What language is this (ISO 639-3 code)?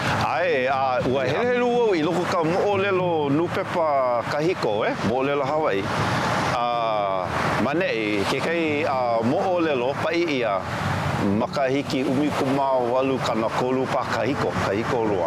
haw